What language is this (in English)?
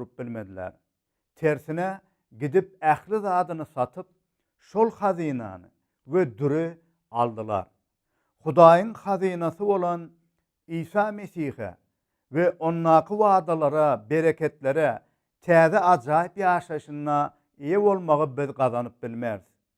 Turkmen